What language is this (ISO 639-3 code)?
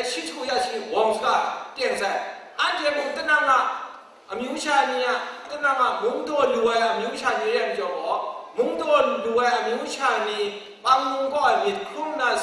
kac